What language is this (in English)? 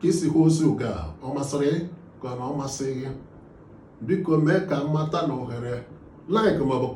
Igbo